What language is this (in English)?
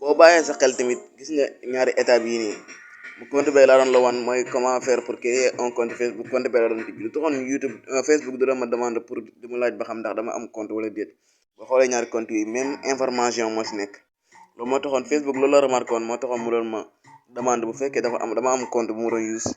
Wolof